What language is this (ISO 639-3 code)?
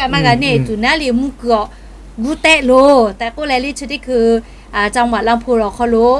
lhu